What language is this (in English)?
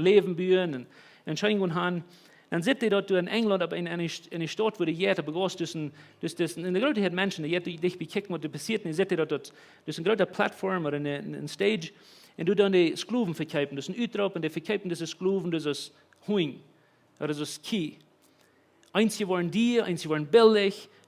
Plautdietsch